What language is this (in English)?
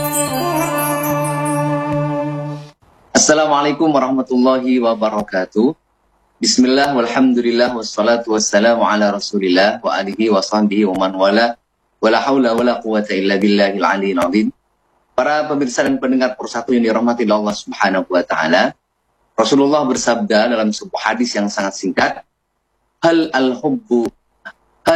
Indonesian